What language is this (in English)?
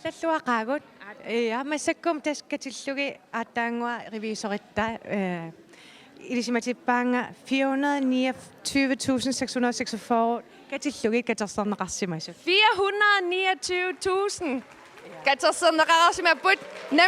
Kalaallisut